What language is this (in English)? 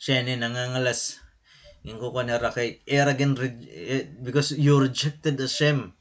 Waray